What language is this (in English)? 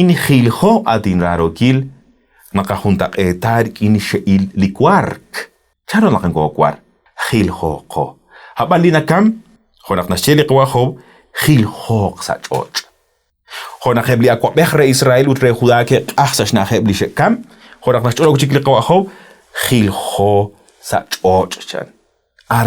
Kekchí